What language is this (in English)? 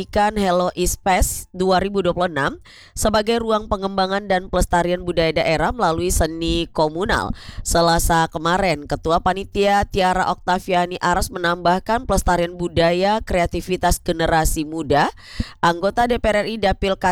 Indonesian